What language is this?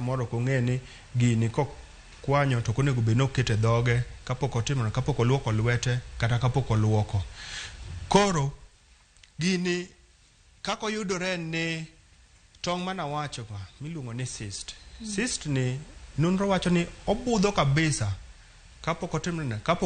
Luo (Kenya and Tanzania)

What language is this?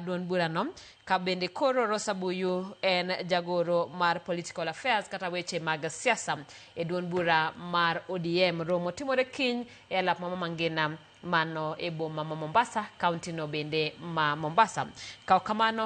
Luo (Kenya and Tanzania)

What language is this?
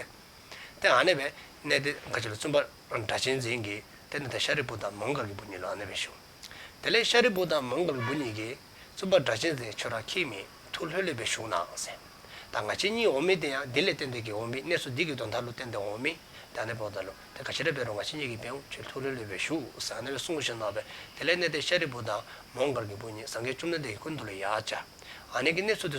Dzongkha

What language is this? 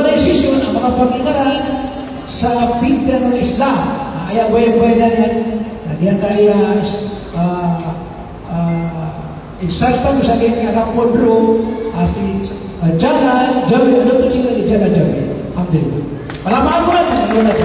Maranao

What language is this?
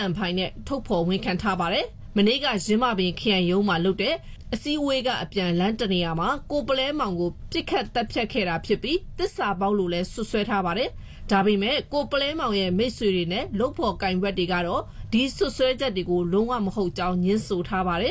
Burmese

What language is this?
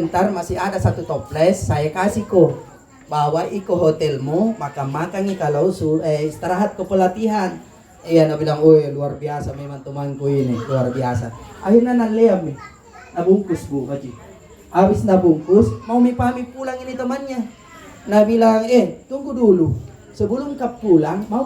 Makasar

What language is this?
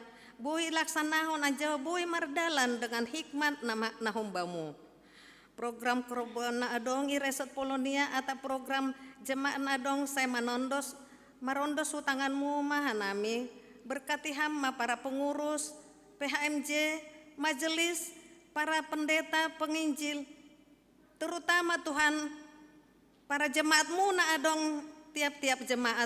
Batak Simalungun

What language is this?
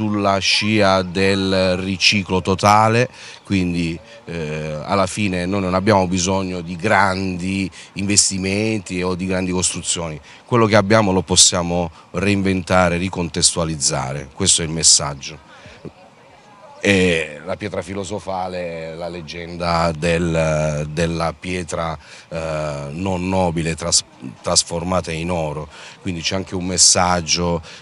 Italian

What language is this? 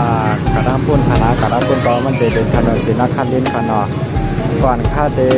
Shan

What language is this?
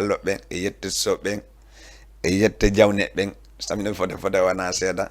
Fula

